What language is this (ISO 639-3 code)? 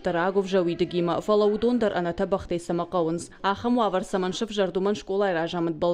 oss